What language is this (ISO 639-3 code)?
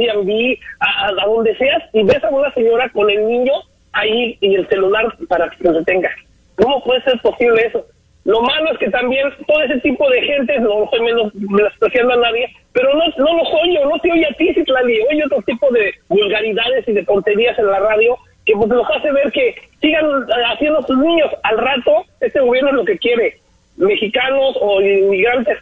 spa